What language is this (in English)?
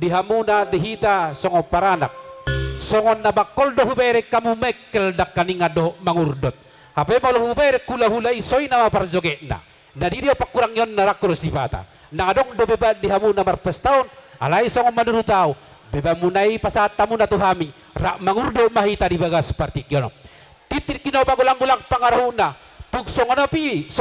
Batak Toba